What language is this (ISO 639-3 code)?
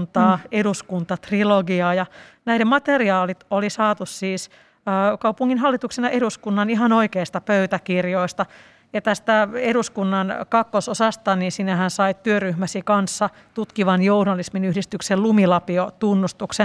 fin